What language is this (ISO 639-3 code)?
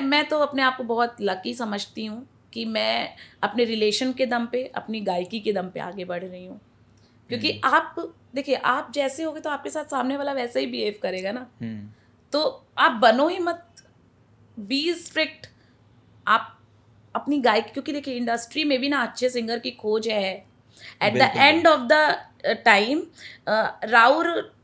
bho